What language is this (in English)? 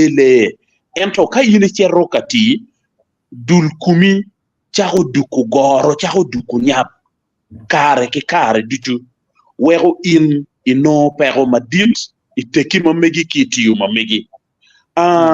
Acoli